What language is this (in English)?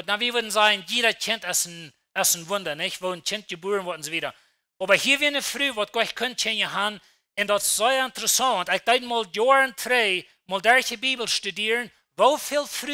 Plautdietsch